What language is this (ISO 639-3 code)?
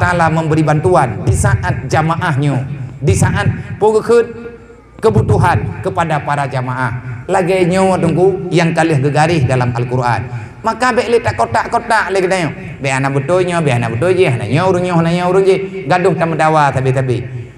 ace